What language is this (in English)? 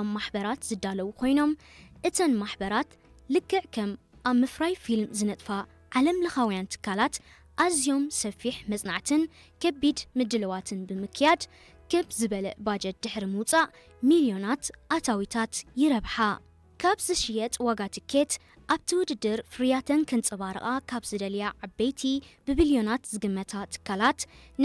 Tigrinya